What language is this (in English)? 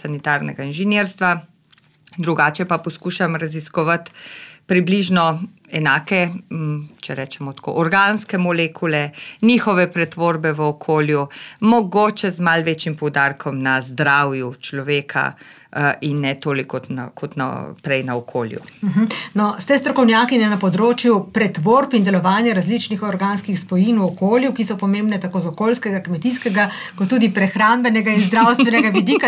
Slovenian